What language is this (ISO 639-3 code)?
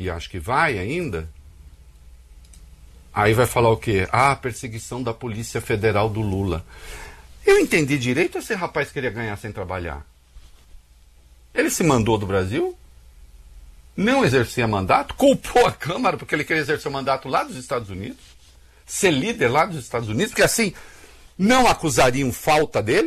por